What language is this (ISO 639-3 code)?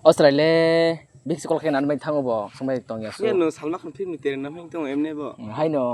trp